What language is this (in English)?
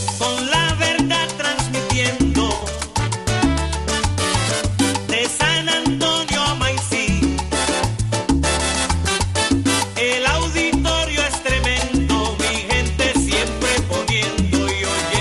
Spanish